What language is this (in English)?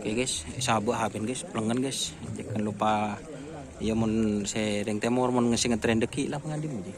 Madurese